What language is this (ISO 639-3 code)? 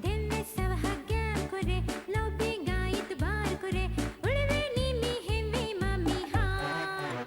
div